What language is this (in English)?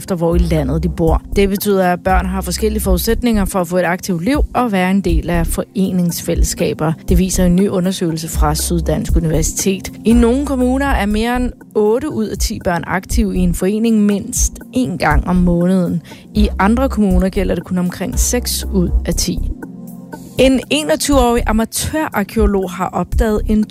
Danish